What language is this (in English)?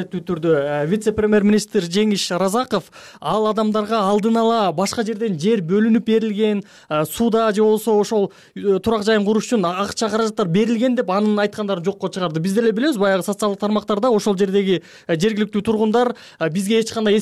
Kyrgyz